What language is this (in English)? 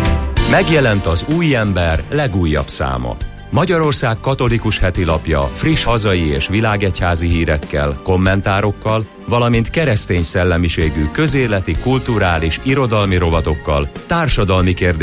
Hungarian